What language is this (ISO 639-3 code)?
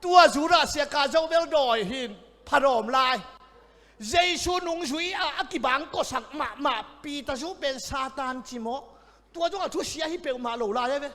ctd